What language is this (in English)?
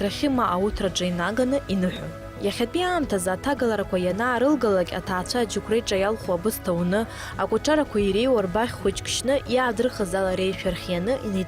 Abkhazian